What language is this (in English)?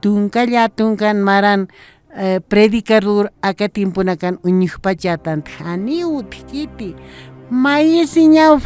Aymara